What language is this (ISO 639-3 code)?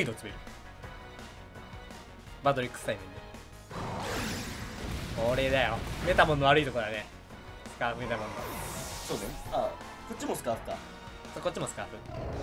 jpn